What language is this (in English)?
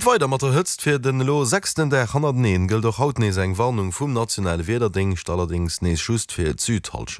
Luxembourgish